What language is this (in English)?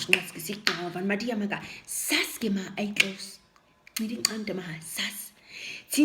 Nama